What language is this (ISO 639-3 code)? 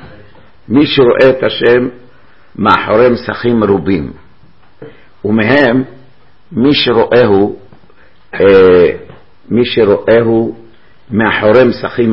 heb